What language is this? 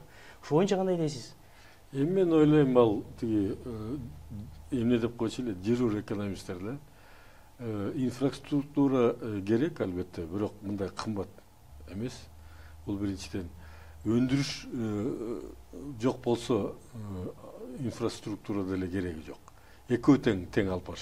Kyrgyz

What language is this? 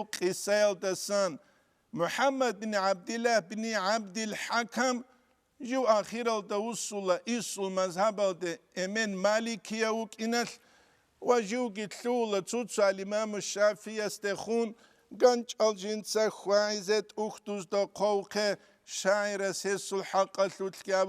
Avaric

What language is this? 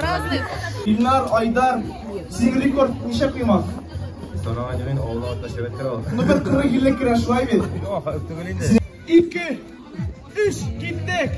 Tatar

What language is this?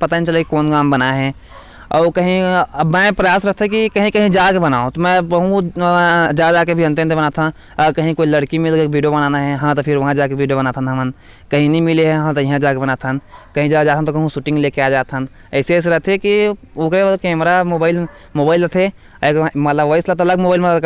Chhattisgarhi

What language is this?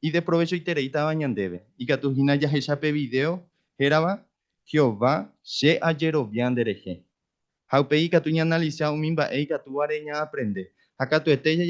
Guarani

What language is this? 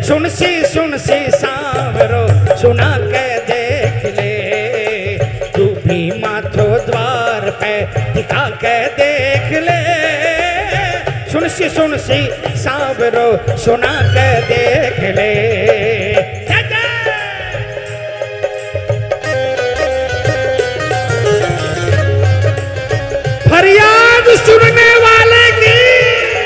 Hindi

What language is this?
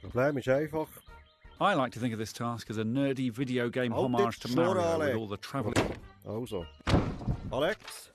Swiss German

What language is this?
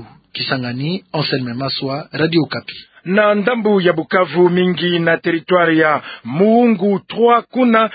Kituba (Democratic Republic of Congo)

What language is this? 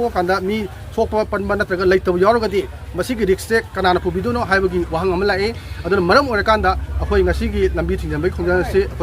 Manipuri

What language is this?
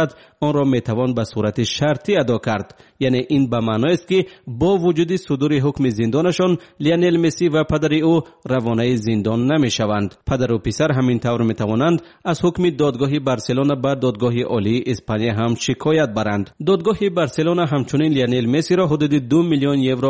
Tajik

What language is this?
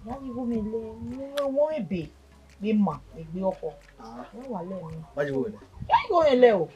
Bini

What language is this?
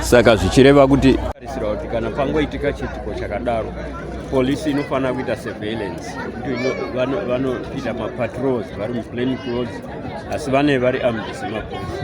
Shona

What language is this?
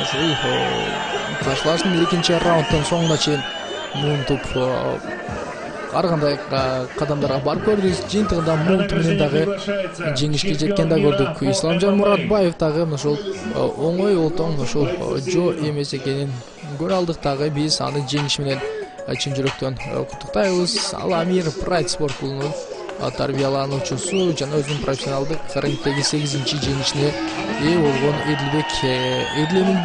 Kyrgyz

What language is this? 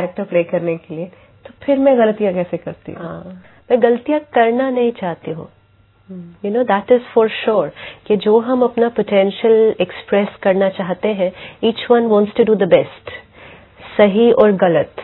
Hindi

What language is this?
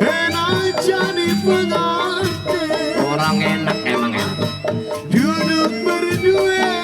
Betawi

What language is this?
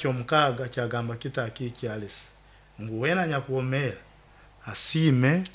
Nyoro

